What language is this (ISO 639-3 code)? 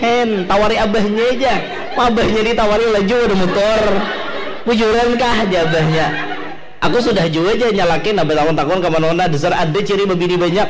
bjn